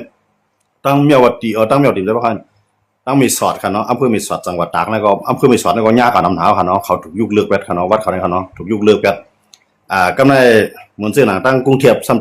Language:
Shan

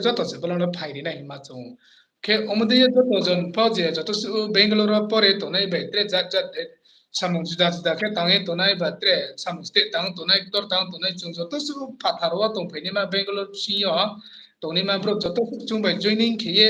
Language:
Riang (India)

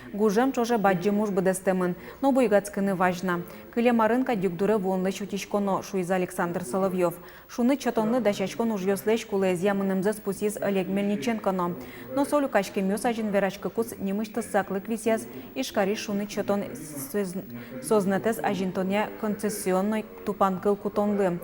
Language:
Udmurt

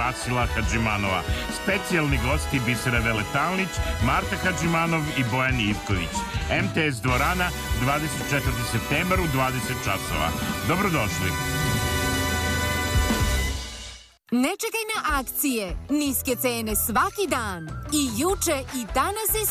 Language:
Serbian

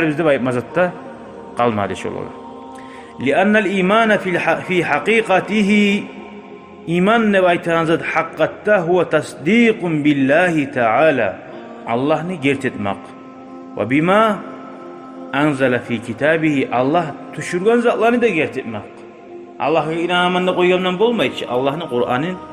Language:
Kumyk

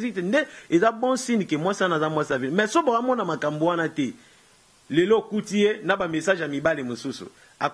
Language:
Lingala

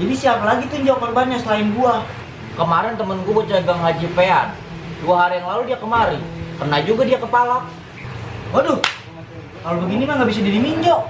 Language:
Betawi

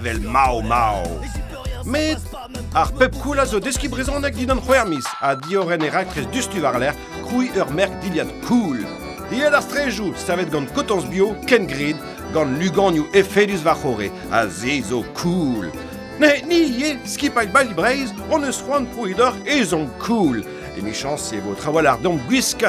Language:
Breton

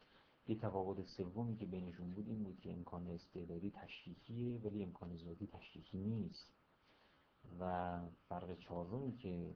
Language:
Persian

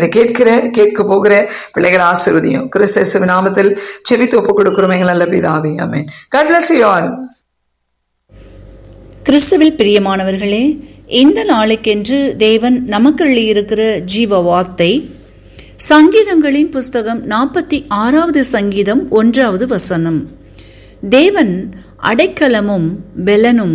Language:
Tamil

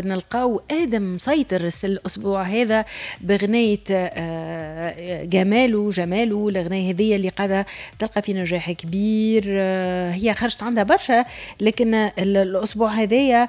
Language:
Tunisian Arabic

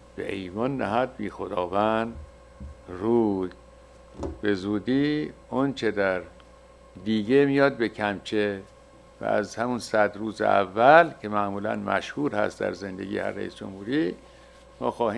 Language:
Persian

